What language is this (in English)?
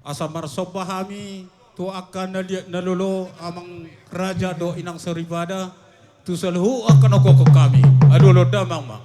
Batak Toba